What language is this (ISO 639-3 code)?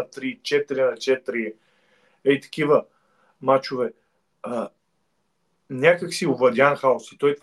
bul